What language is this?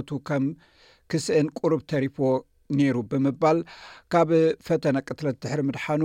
Tigrinya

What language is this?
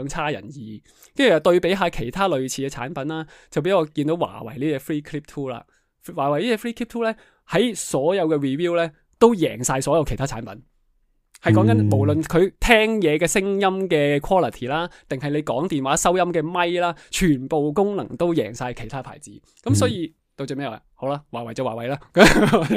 Cantonese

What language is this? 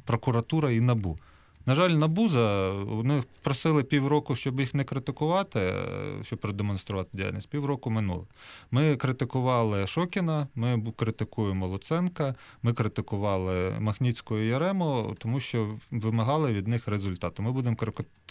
Ukrainian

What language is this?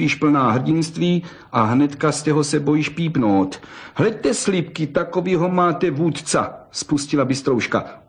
Czech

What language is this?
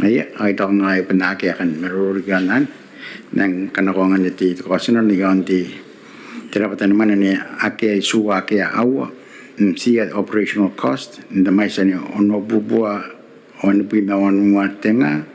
Gilbertese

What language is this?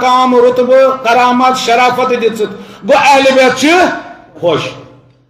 Kashmiri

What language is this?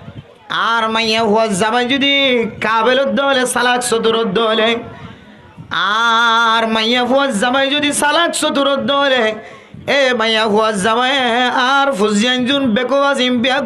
Rohingya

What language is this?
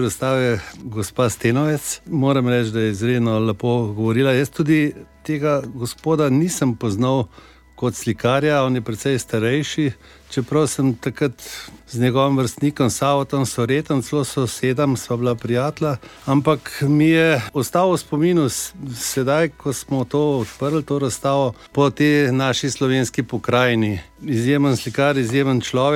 Slovenian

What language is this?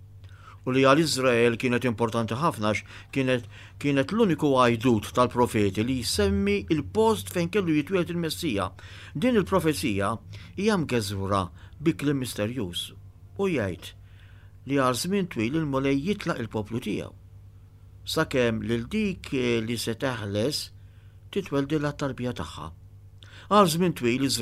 Maltese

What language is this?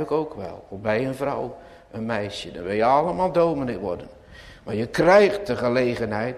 Dutch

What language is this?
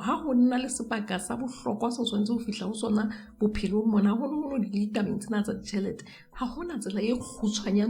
Southern Sotho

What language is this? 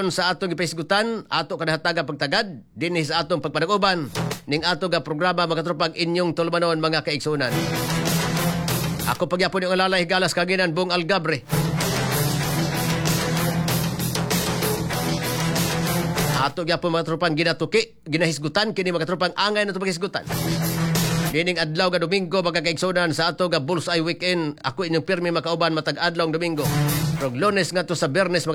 Cebuano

